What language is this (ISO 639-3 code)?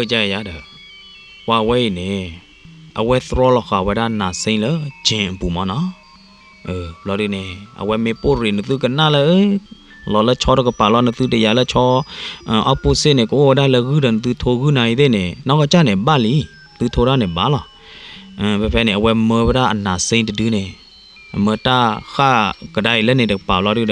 ksw